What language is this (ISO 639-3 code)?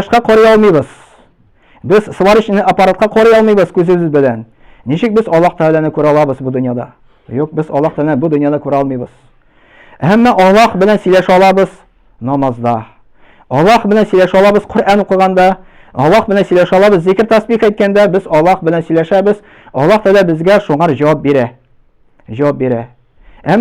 tat